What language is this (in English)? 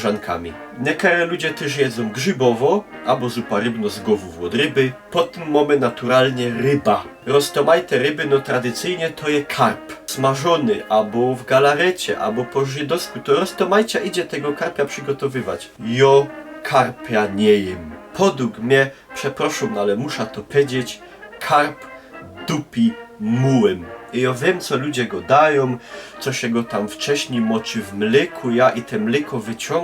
Silesian